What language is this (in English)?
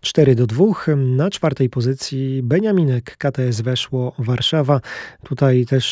Polish